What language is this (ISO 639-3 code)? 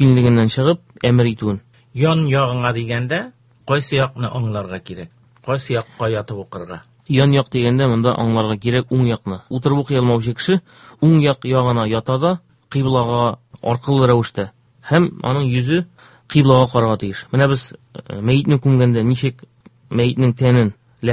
tat